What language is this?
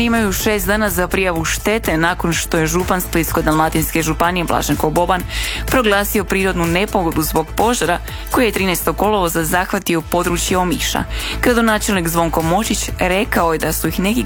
Croatian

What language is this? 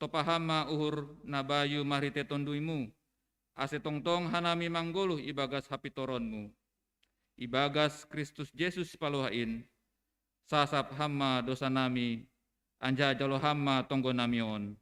Batak Simalungun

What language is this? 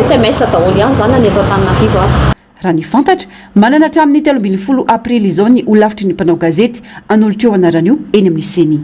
Malagasy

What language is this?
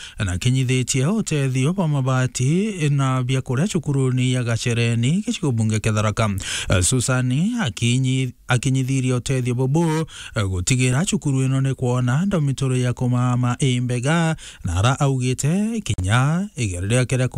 Meru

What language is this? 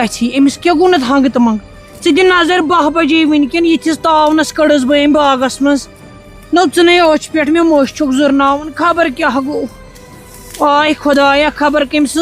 Kashmiri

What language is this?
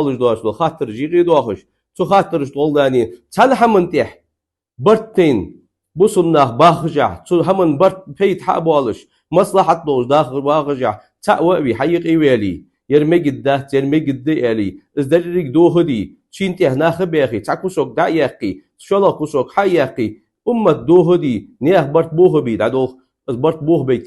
Ingush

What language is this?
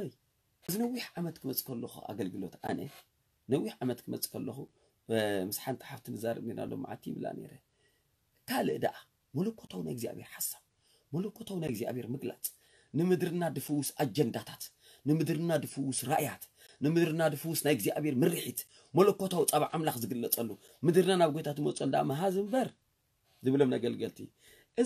Tigrinya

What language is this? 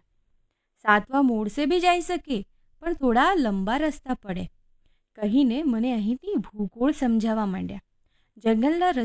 Gujarati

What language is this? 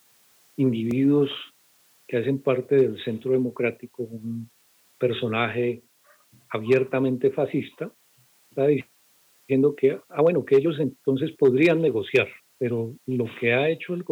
Spanish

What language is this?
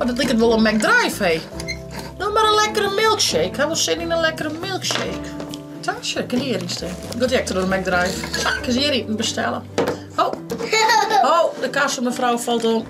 Western Frisian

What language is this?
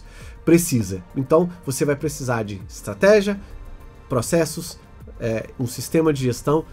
Portuguese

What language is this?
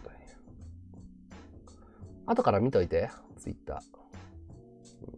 Japanese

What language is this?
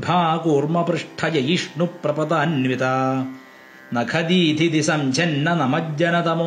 Sanskrit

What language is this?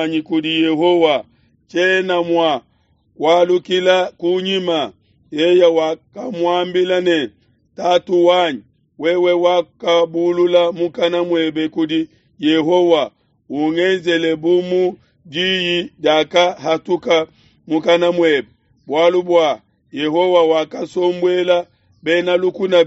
Luba-Lulua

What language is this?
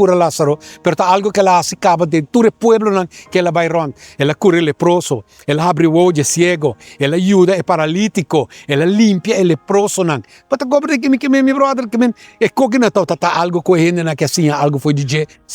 Papiamento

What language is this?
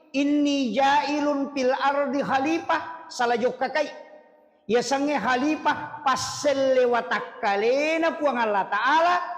Buginese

